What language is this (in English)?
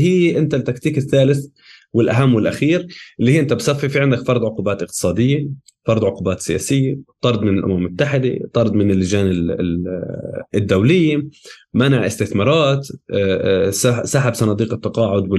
North Levantine Arabic